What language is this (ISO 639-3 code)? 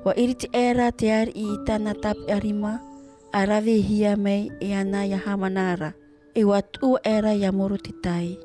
tah